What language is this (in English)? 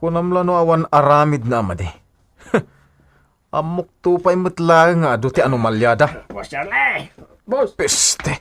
Iloko